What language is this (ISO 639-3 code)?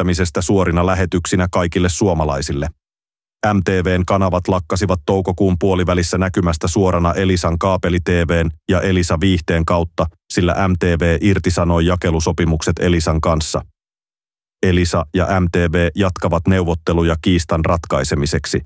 fin